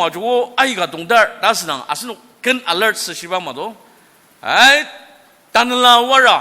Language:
Ao Naga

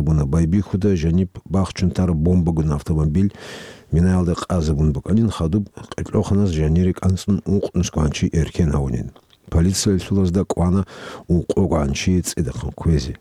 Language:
Avaric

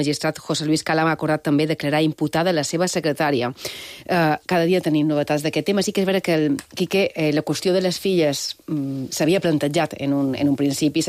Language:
Catalan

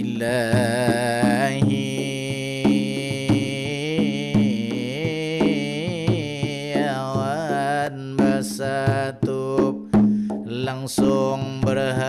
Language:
Banjar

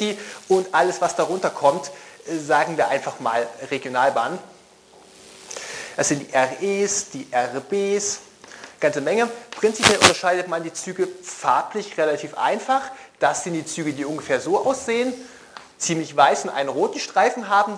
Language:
German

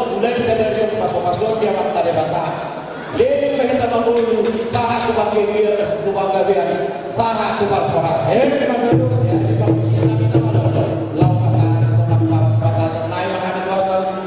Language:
Batak Toba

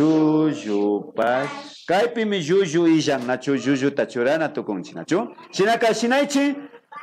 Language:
Imbabura Highland Quichua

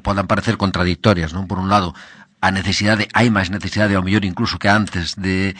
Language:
Galician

